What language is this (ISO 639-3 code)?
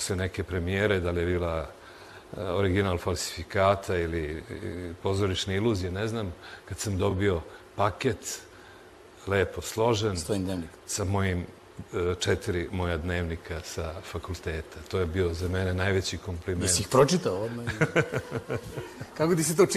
srp